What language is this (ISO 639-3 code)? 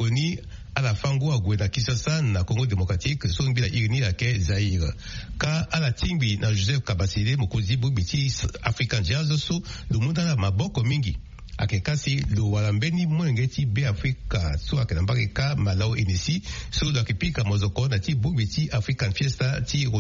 sag